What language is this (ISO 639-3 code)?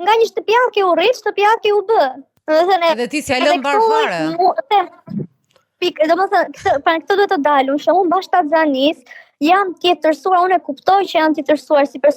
sqi